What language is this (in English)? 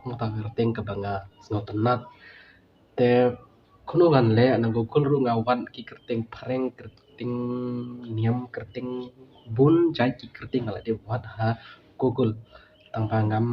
Khasi